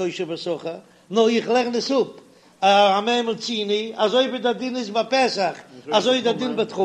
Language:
Yiddish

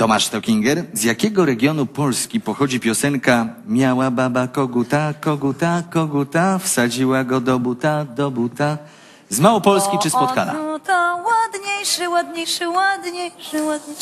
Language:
Polish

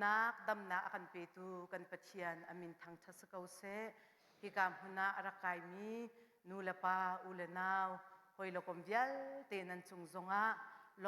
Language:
Hakha Chin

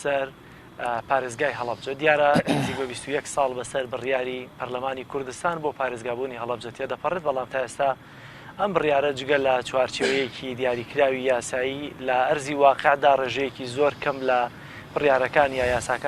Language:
Central Kurdish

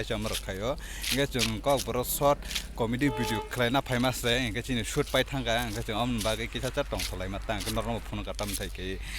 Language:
Kok Borok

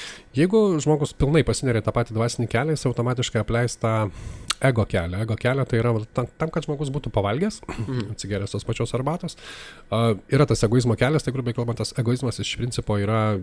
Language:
Lithuanian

